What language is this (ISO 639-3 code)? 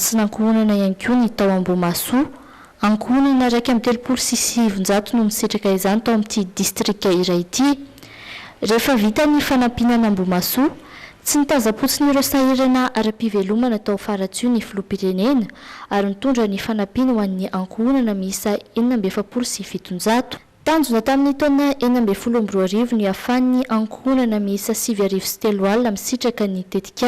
mlg